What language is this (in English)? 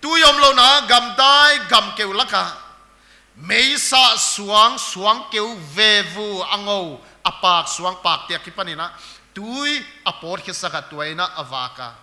Paite Chin